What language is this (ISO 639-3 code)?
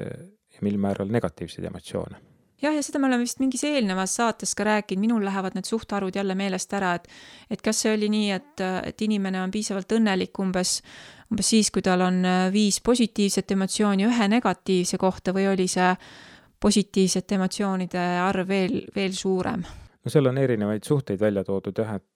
est